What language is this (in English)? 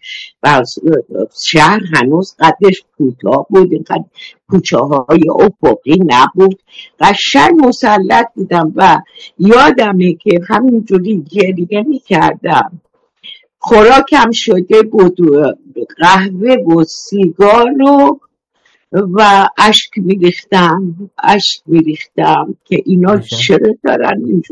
Persian